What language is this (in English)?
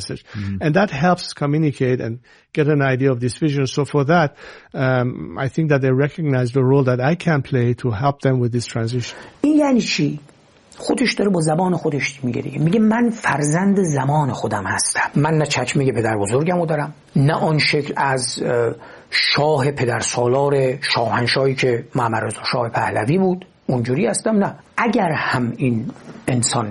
Persian